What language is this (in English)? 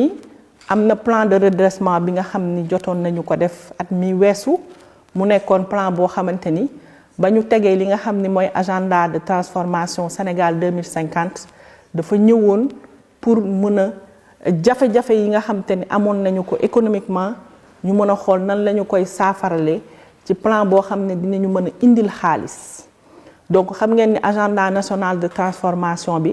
Wolof